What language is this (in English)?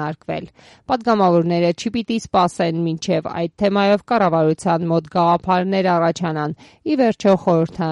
Armenian